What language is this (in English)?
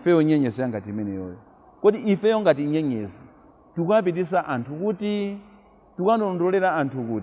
Nyanja